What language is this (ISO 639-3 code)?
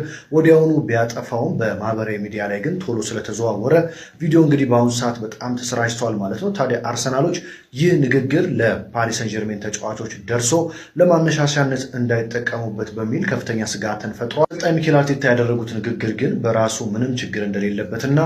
amh